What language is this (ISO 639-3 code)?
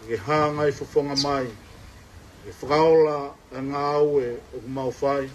ton